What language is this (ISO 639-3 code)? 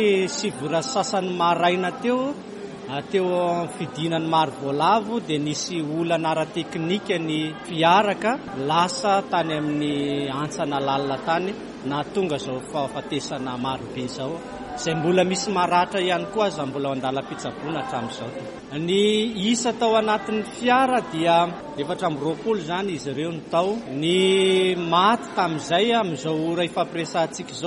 mlg